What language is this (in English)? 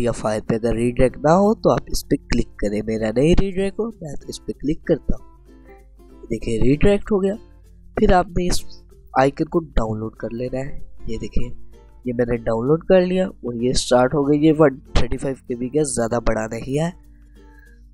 Hindi